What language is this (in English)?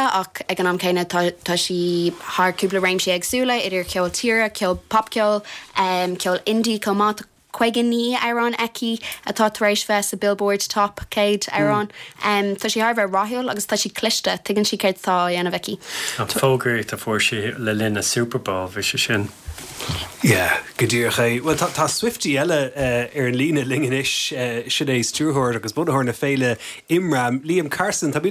Irish